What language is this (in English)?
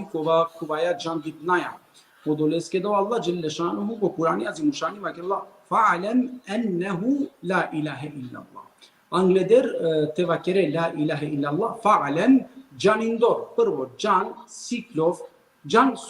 Balkan Romani